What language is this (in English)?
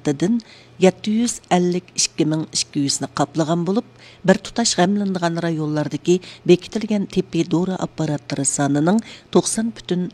Uyghur